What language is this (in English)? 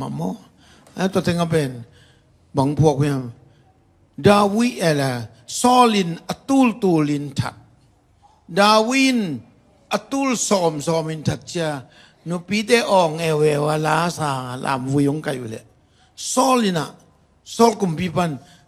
Tedim Chin